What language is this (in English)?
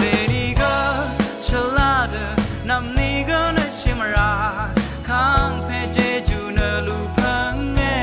Rawang